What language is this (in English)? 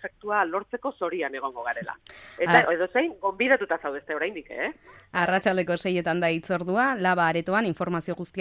Basque